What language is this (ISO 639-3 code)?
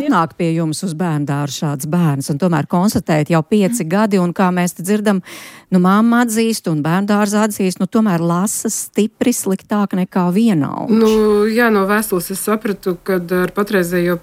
lav